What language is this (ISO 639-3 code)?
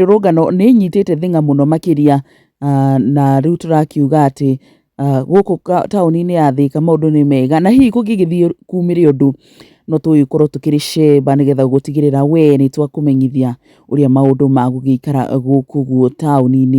kik